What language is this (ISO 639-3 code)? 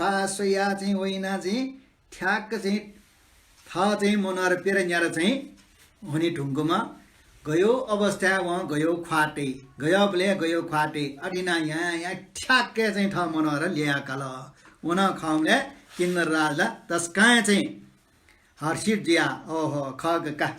new